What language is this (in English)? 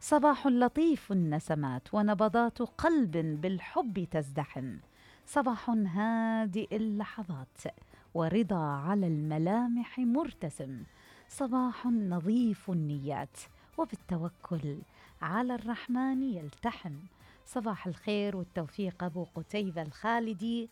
Mesopotamian Arabic